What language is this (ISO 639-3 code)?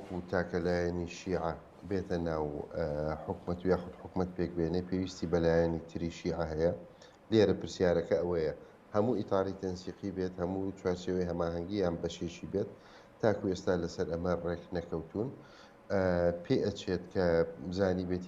ckb